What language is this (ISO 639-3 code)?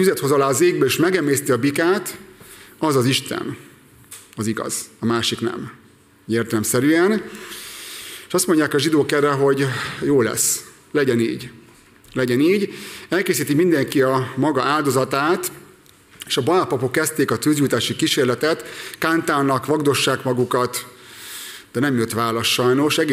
hun